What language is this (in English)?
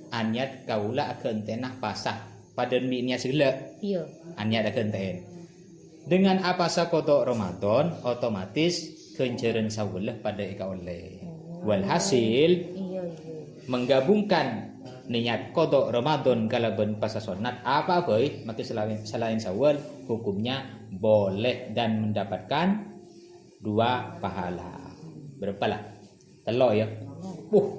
Madurese